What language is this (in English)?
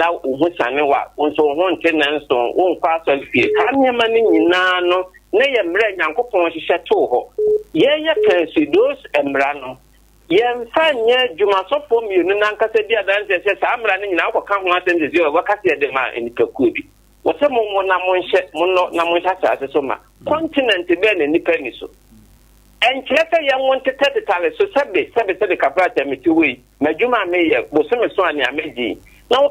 Akan